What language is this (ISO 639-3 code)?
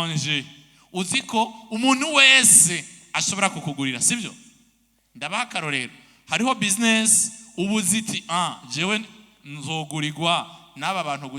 run